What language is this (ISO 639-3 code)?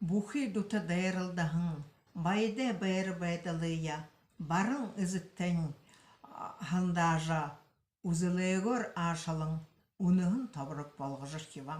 bua